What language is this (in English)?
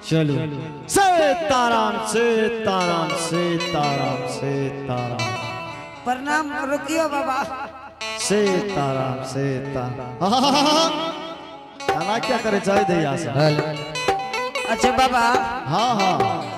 Angika